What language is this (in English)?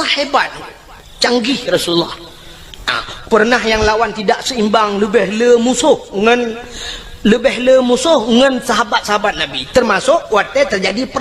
Achinese